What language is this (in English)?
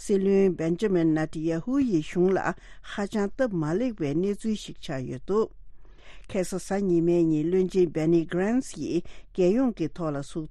Tibetan